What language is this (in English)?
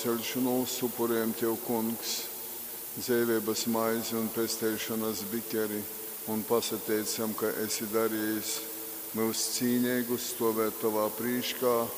Latgalian